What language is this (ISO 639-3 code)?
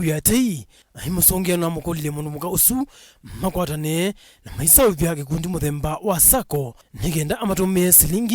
kam